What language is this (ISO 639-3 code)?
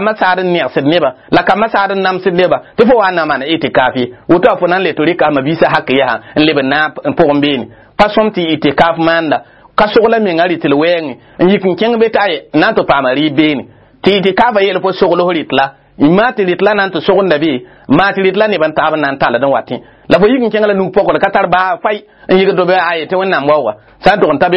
mos